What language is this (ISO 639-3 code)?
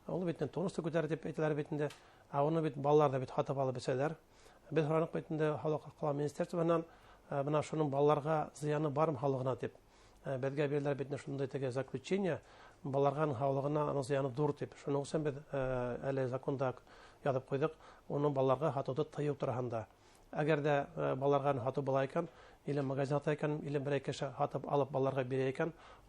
bak